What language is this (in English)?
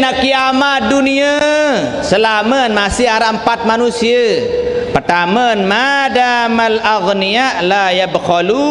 Sasak